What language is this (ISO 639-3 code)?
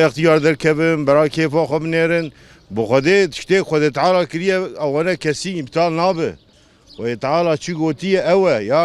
kur